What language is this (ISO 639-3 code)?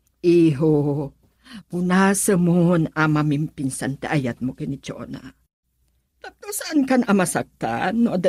ilo